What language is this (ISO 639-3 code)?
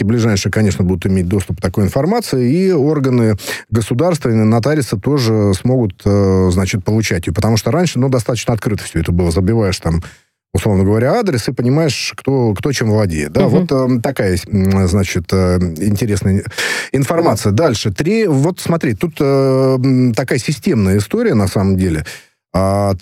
rus